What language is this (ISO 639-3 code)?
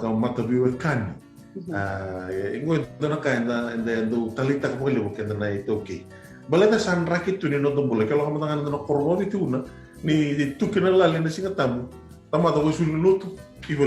fij